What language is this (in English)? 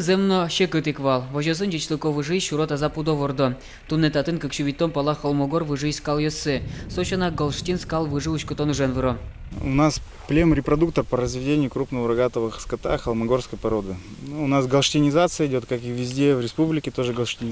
Udmurt